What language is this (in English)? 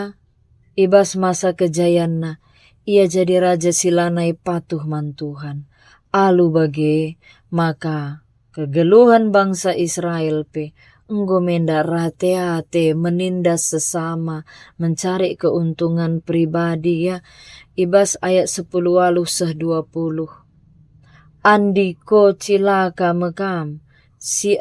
Batak Karo